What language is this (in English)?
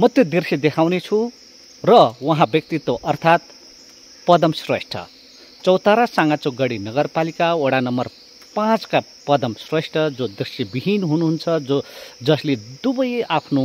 Nepali